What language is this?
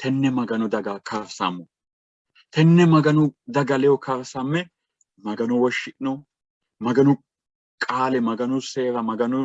Sidamo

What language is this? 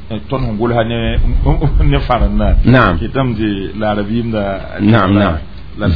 Mossi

